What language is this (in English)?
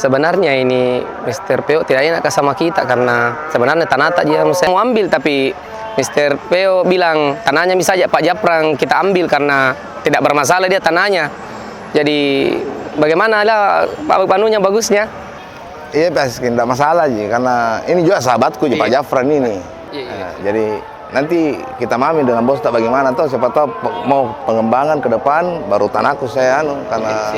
Makassar Malay